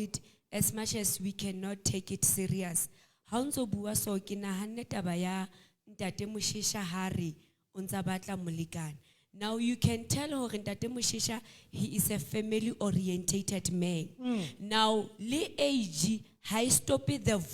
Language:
Southern Sotho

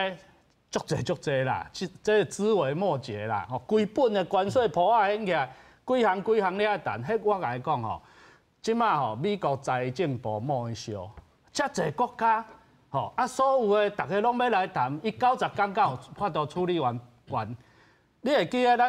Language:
Min Nan Chinese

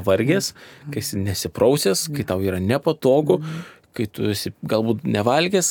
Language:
Lithuanian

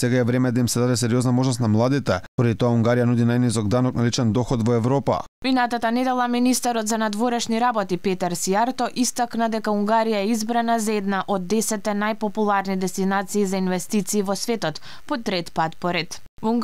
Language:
Macedonian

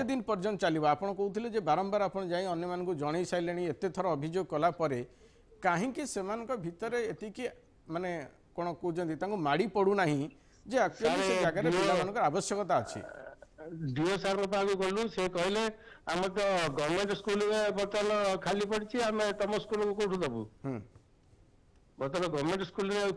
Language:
Odia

